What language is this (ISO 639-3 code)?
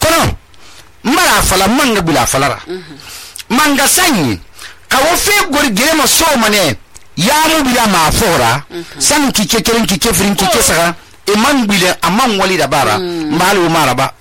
sus